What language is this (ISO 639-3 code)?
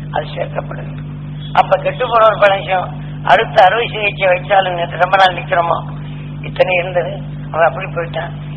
tam